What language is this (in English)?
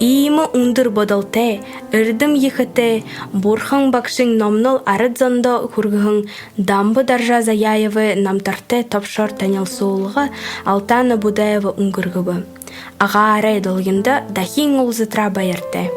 Buriat